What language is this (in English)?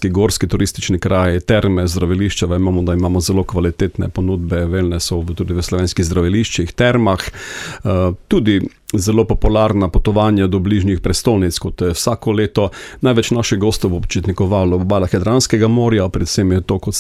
Slovenian